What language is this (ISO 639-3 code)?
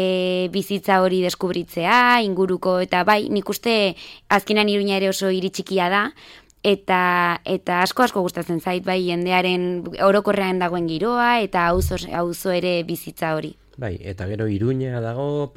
eus